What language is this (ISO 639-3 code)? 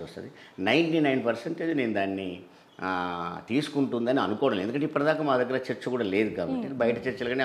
tel